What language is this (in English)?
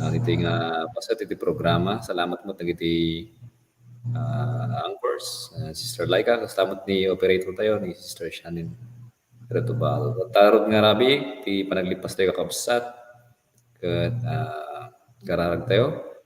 Iloko